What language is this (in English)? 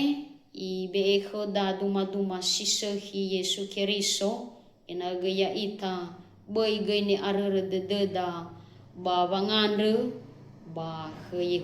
Nias